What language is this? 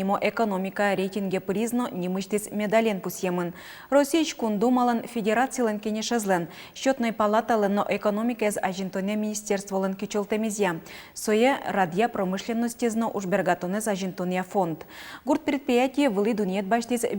Udmurt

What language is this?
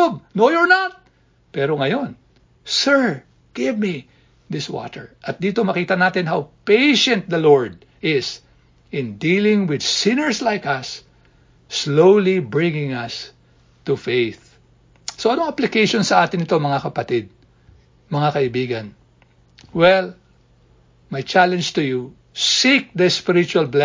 Filipino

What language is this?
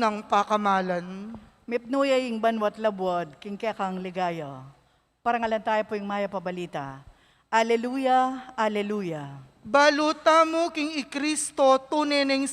Pampanga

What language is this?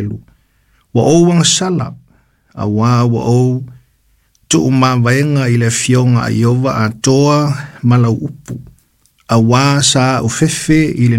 Samoan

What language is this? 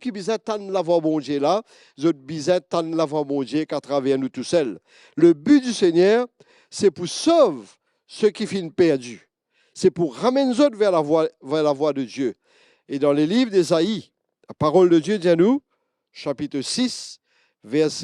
Morisyen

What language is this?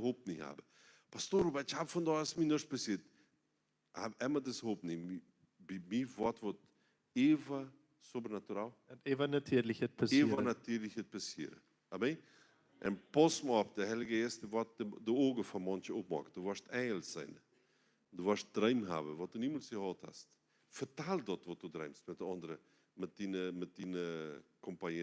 Plautdietsch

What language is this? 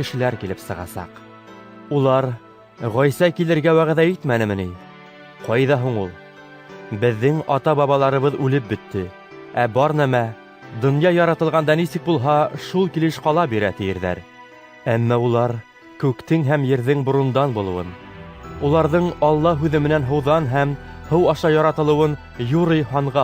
Bashkir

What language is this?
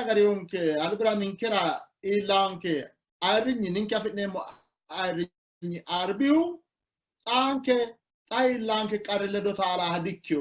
Sidamo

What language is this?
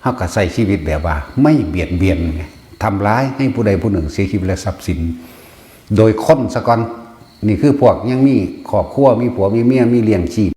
Northeastern Thai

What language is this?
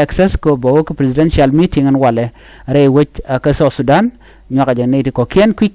Nuer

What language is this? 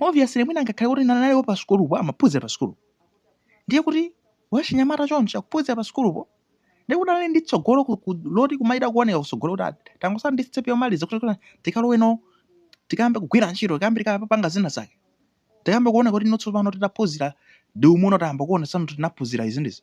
Nyanja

